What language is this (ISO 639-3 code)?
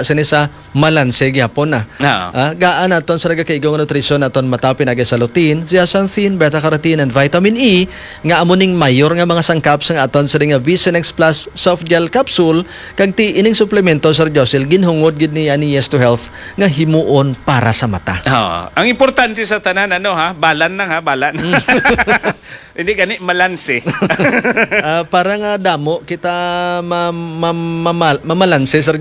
hil